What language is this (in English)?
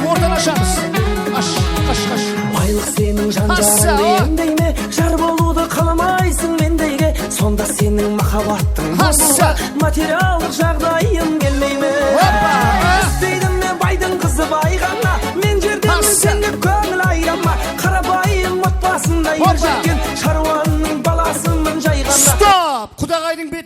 Kara-Kalpak